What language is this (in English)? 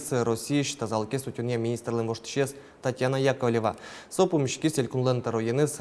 Udmurt